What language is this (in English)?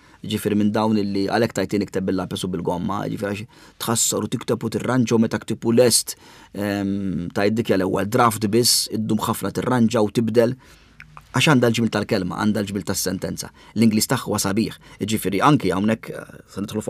Maltese